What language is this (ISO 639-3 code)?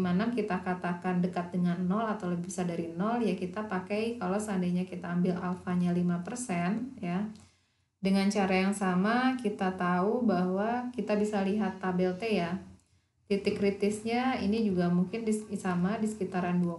ind